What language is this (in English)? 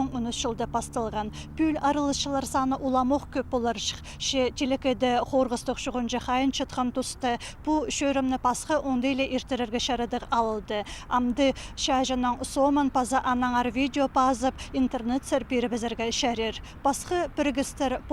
Khakas